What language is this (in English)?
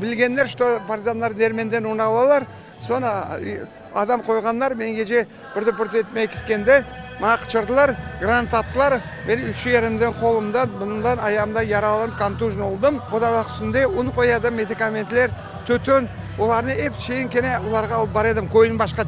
Crimean Tatar